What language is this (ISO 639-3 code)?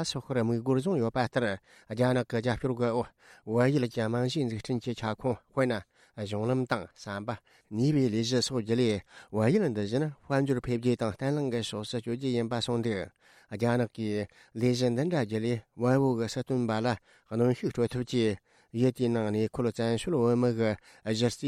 bod